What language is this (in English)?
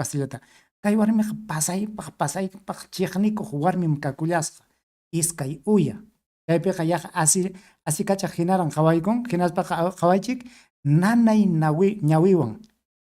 Ayacucho Quechua